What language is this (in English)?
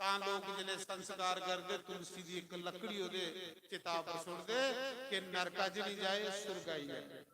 Dogri